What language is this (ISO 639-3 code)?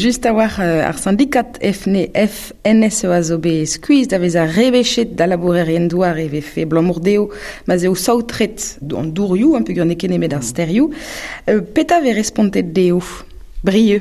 bre